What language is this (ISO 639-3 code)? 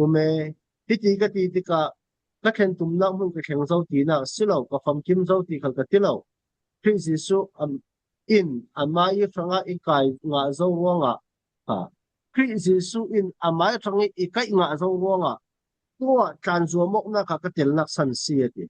cfm